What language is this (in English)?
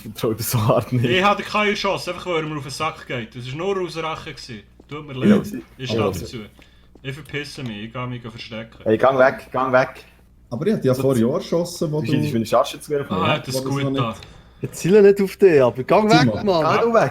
Swiss German